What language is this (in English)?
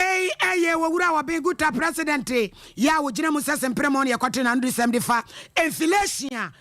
Akan